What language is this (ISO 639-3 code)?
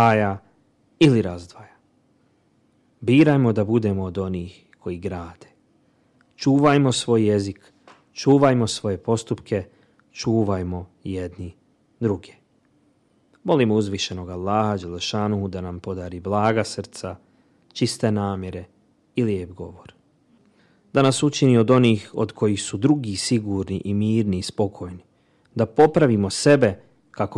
bos